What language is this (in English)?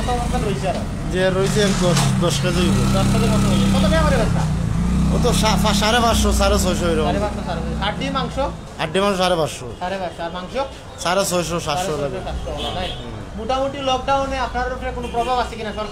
Sylheti